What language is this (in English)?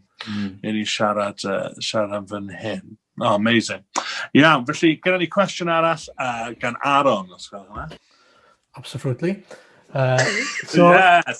Welsh